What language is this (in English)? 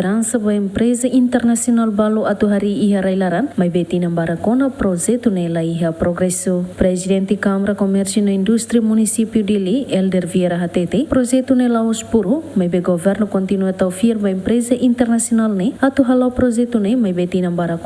Tetum